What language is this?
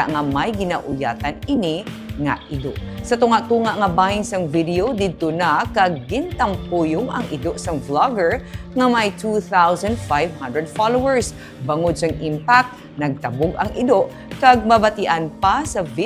Hiligaynon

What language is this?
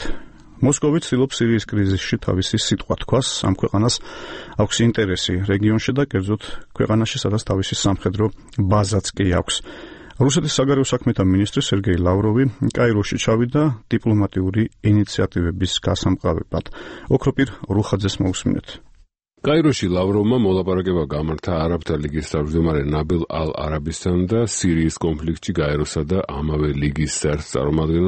Georgian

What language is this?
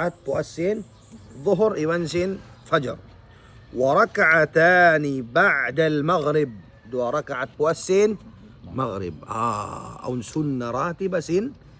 Tausug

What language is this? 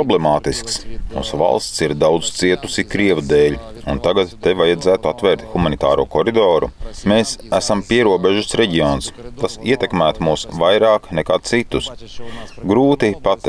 Latvian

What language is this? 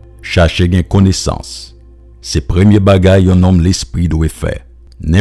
Haitian Creole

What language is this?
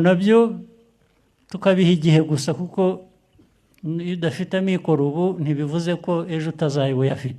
Kinyarwanda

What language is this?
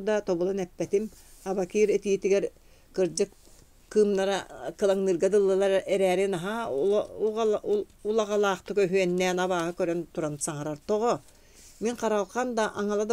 Yakut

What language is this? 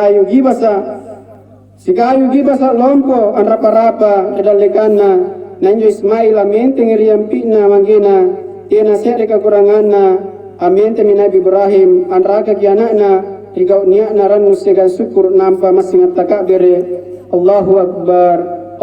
Makasar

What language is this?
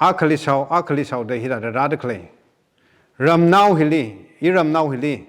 Tangkhul Naga (India)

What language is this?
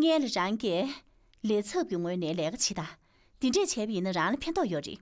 Tibetan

